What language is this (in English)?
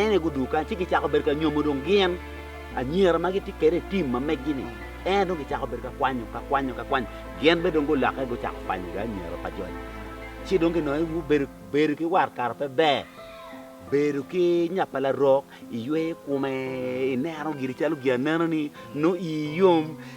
Acoli